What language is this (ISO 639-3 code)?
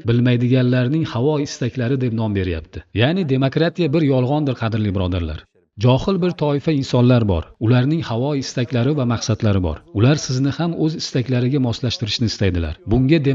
uzb